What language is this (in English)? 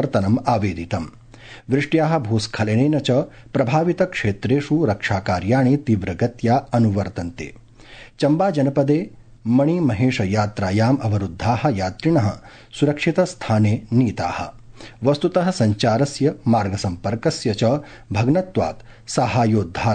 Sanskrit